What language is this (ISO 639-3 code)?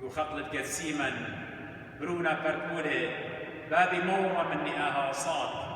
aii